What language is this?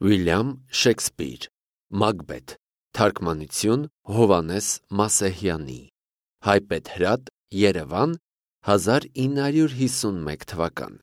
Armenian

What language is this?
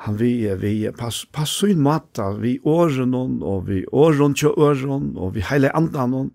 Faroese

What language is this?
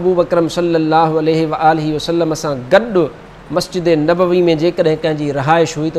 Sindhi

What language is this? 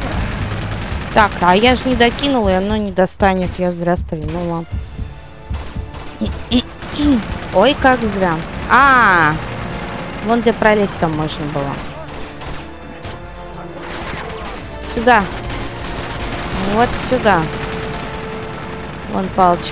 Russian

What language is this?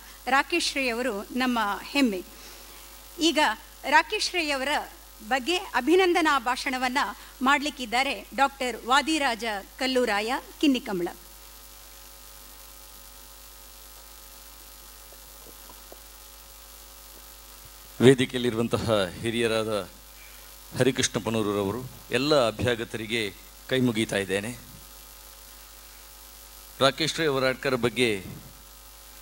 Kannada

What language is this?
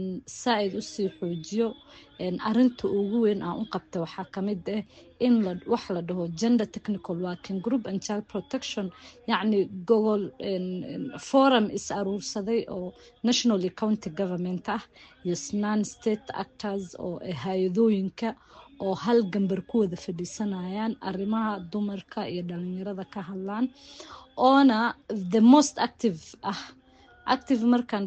Somali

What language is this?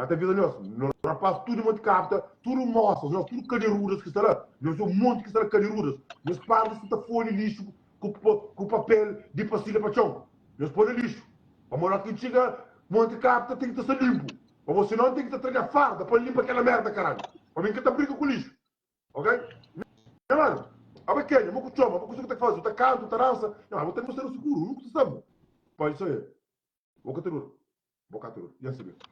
Kabuverdianu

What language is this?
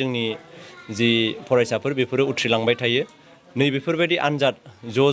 Bodo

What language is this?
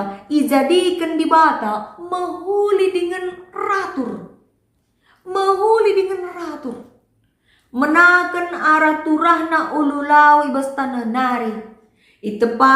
Batak Karo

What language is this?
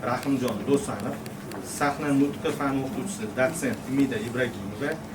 Uzbek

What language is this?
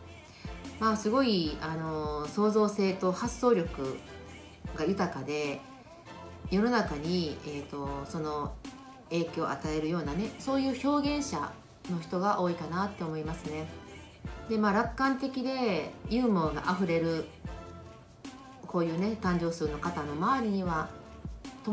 Japanese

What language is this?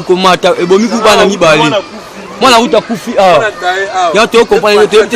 Lingala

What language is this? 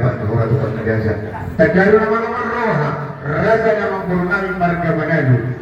Batak Toba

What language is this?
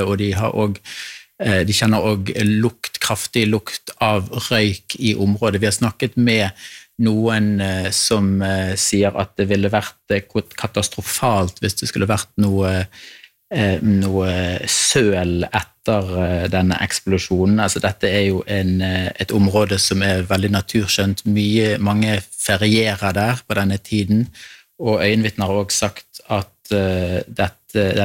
Norwegian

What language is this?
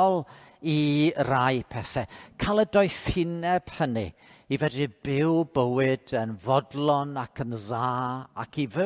Welsh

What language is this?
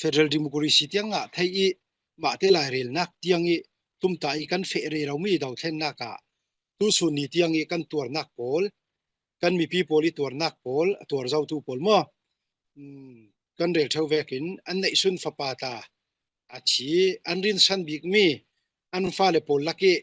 Falam Chin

